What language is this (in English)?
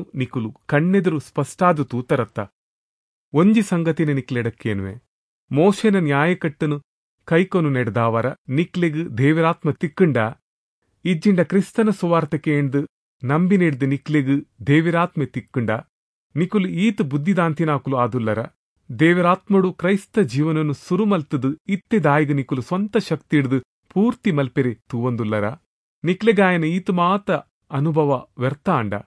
Tulu